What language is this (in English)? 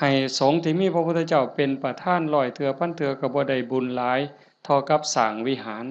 Northeastern Thai